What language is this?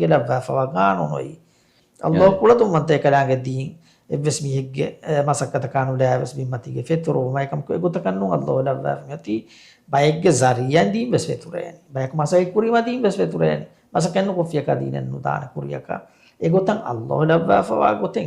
Divehi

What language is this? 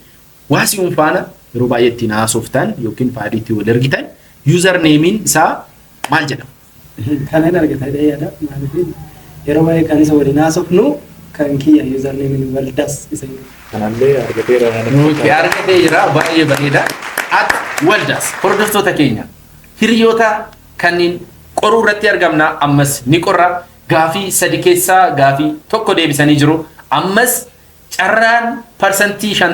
Oromo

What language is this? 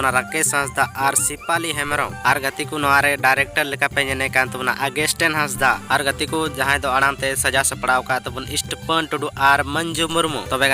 Santali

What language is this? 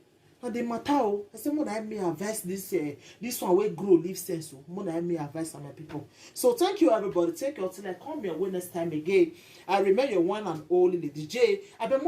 Nigerian Pidgin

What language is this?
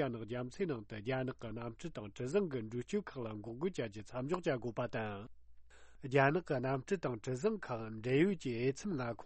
Tibetan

